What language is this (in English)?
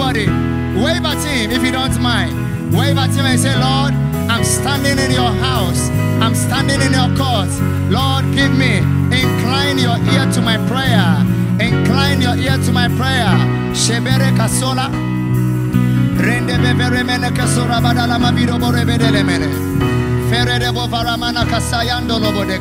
English